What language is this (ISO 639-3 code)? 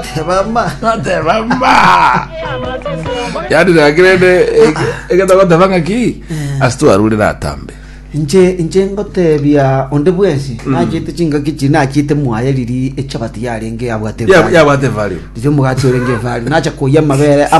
guz